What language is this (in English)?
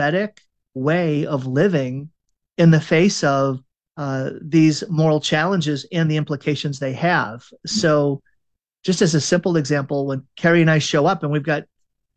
English